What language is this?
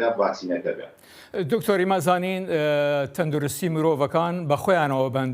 Central Kurdish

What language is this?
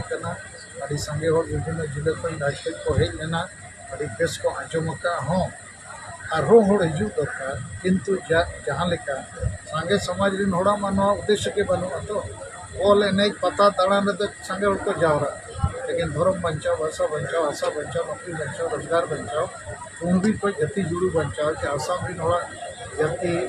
Santali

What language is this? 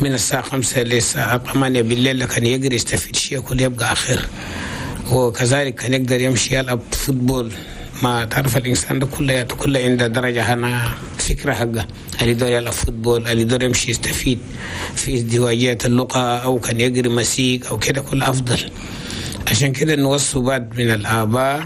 Chadian Arabic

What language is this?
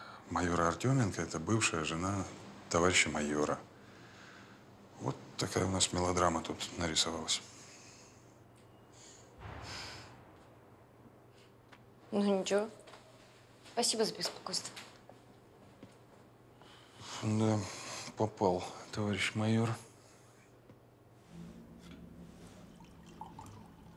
Russian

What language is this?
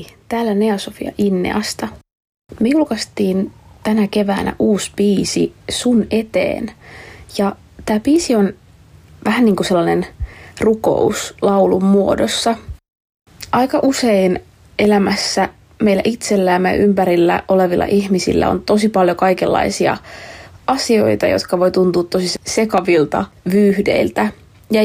Finnish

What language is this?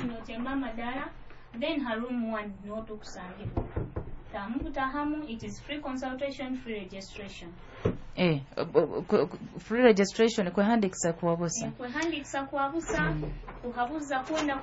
Nyoro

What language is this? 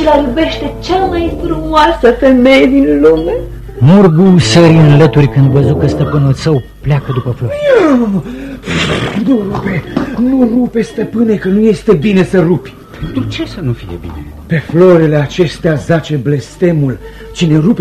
Romanian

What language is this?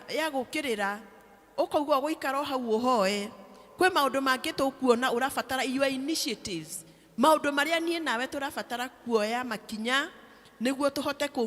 Kikuyu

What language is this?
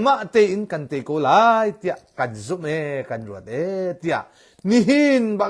Hakha Chin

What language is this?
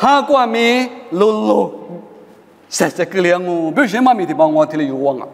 Lisu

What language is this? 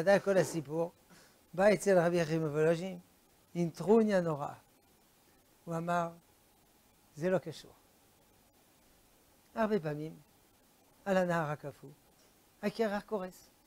Hebrew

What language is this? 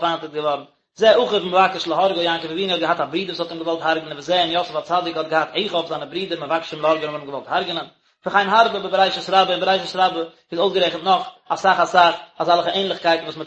Yiddish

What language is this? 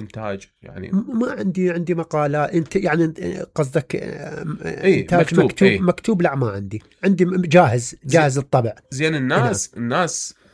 Mesopotamian Arabic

